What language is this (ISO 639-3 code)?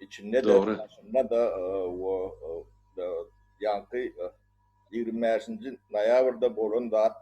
tuk